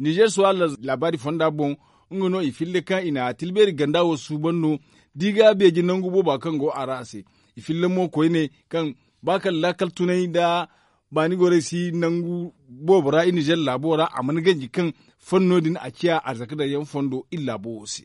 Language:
Zarma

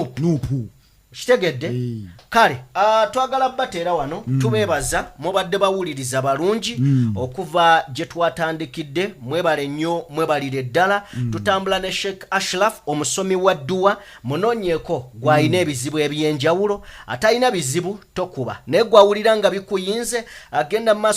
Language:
Ganda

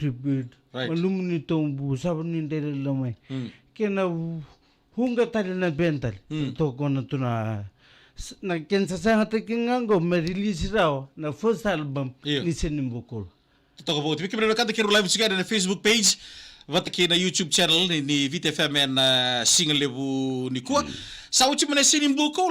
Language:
Fijian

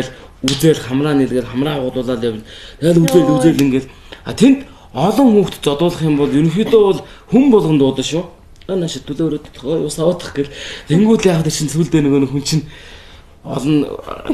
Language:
Mongolian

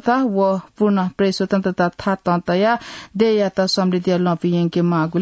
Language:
Newari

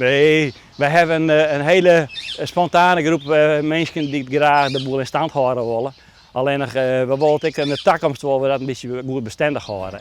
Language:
Western Frisian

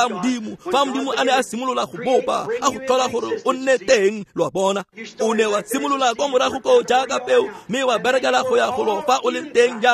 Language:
Tswana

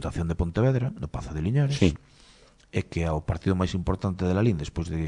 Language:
Galician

